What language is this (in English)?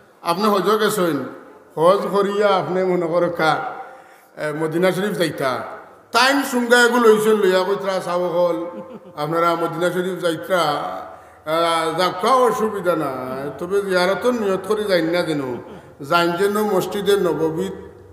Sylheti